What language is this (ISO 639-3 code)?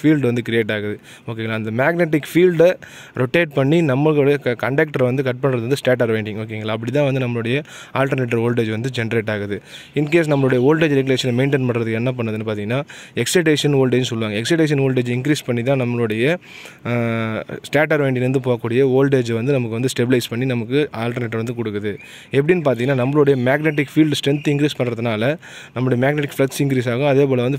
tam